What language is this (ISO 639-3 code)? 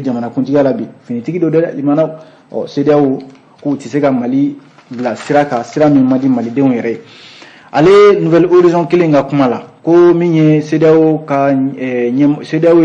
bam